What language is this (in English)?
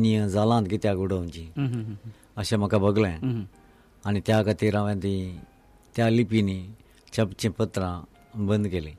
Konkani